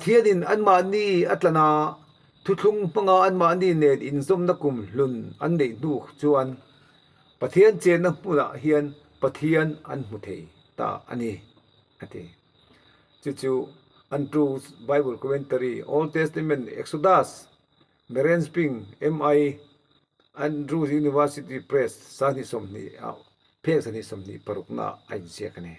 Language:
Mizo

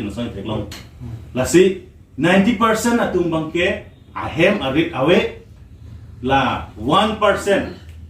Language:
Karbi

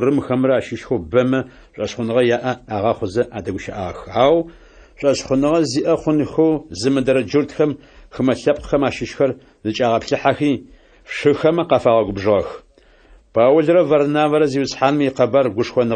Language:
Adyghe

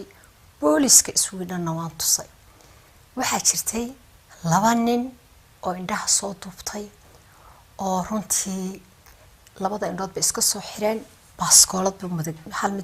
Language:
Somali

